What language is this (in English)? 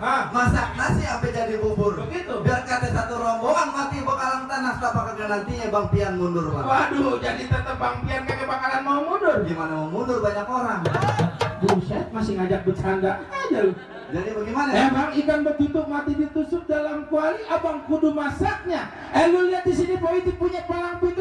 Betawi